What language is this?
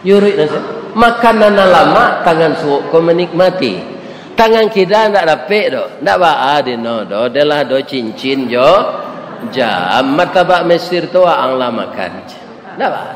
Minangkabau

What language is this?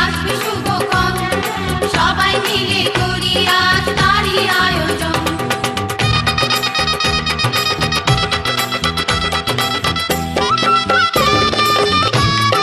Bangla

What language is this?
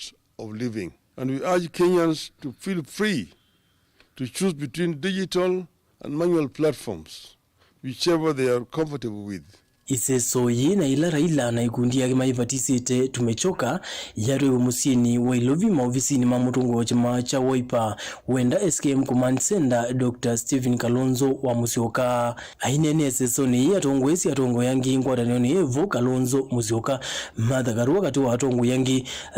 Kamba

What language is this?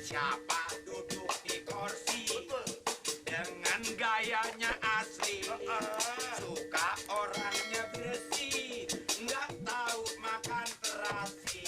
Betawi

